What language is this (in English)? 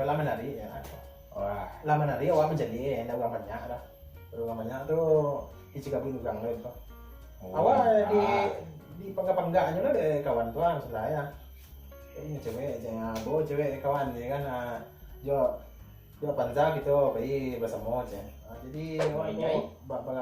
Minangkabau